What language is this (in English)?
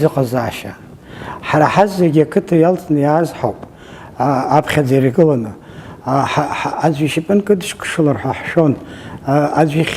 Abkhazian